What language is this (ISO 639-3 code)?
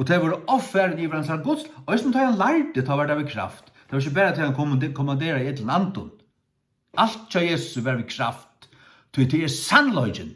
fao